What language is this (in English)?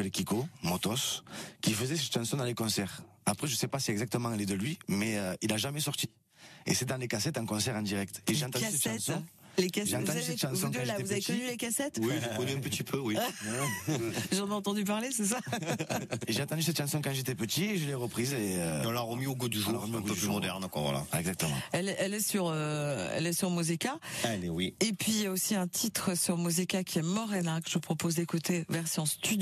French